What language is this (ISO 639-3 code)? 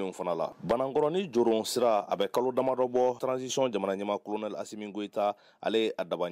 bam